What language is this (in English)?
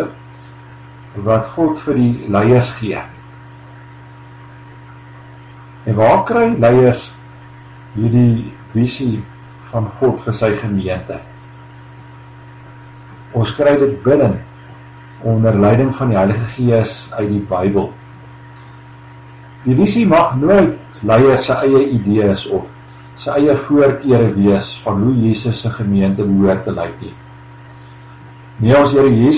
Afrikaans